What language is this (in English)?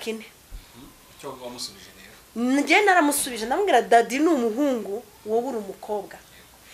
Kinyarwanda